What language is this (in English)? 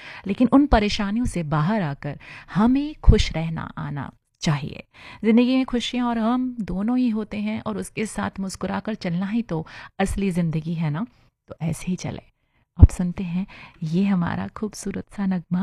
Hindi